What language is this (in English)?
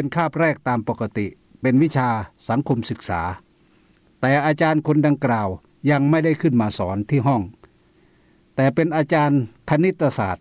Thai